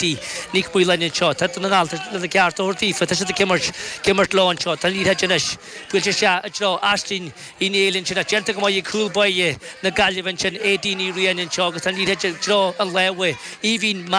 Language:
Irish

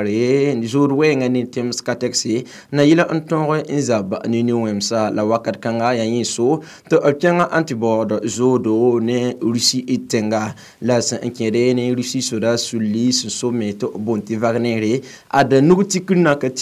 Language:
Mossi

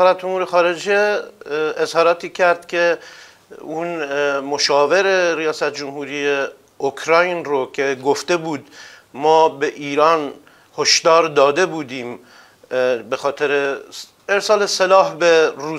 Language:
Persian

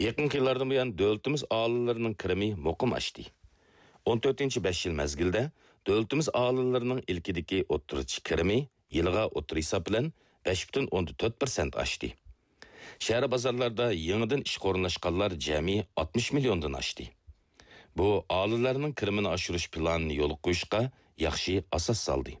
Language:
Uyghur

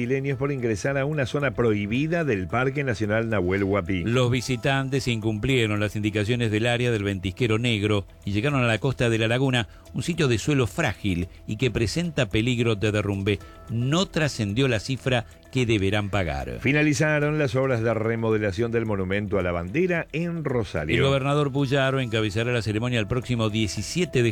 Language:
Spanish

